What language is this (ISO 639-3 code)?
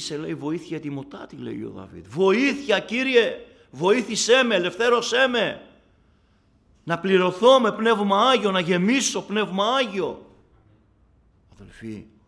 ell